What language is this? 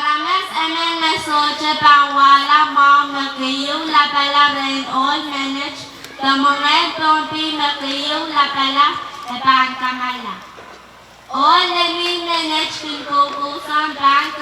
Pohnpeian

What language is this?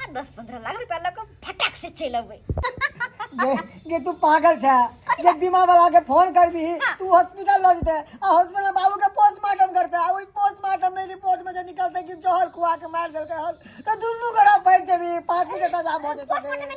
Maithili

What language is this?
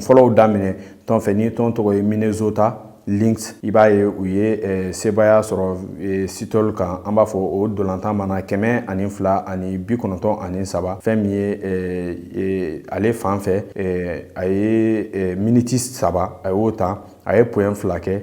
Bambara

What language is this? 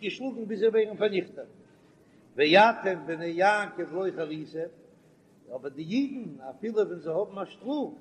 Yiddish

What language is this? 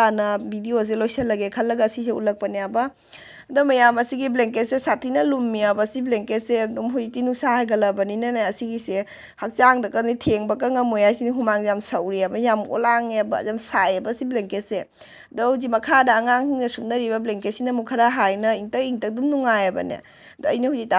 Manipuri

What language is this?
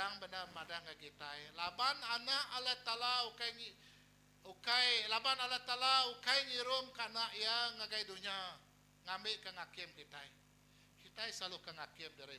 Iban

